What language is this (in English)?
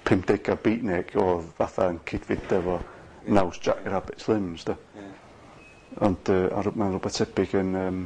Welsh